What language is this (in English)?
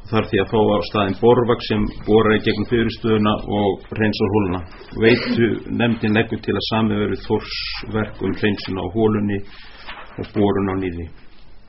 Icelandic